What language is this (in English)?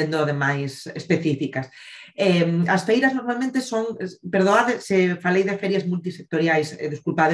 Galician